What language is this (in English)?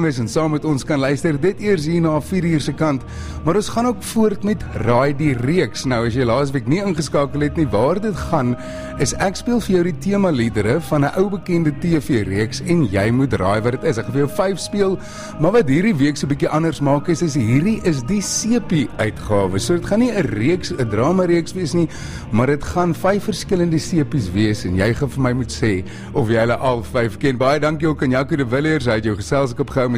Afrikaans